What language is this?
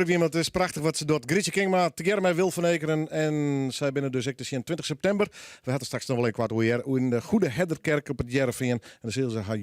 Western Frisian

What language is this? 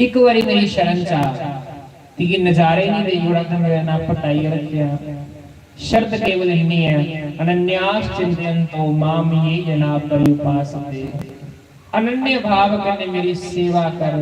Dogri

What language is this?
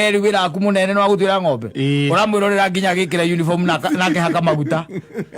Kikuyu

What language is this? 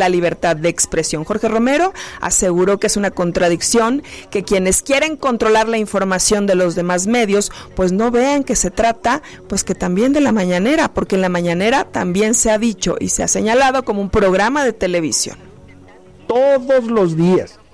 Spanish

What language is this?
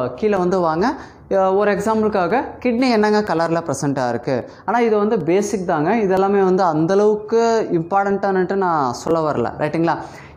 Tamil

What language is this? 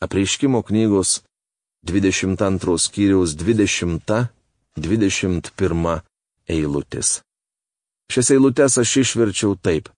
Lithuanian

